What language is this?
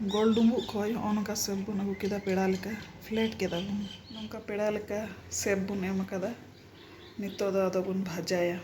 Santali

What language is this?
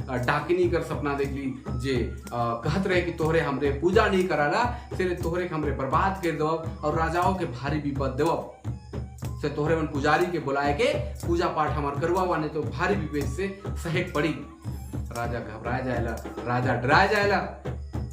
Sadri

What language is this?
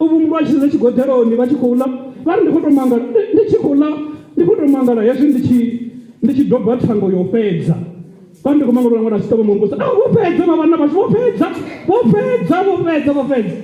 Venda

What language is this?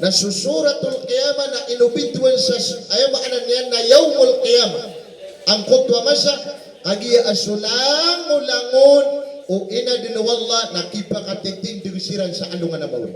Maranao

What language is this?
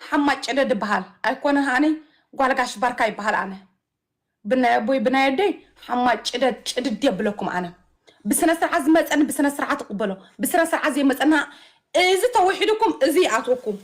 Tigrinya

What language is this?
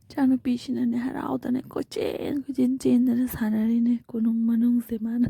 Manipuri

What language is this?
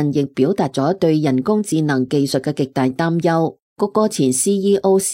Cantonese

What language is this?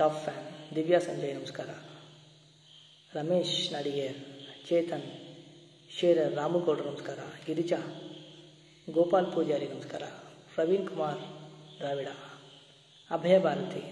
Kannada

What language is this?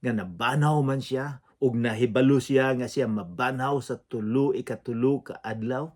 Cebuano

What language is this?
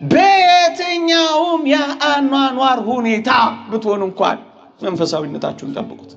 Amharic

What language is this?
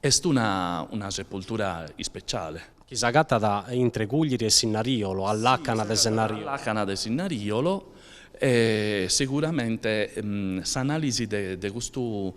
Sardinian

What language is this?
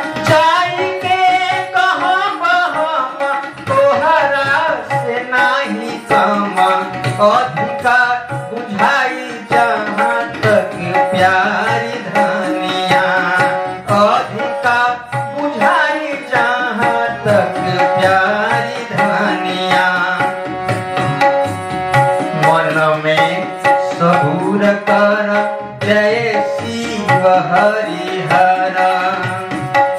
Bhojpuri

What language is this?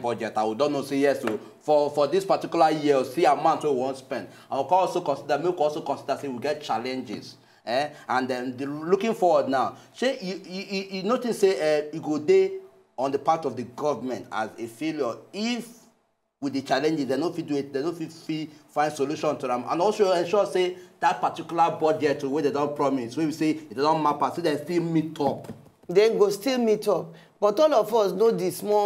Nigerian Pidgin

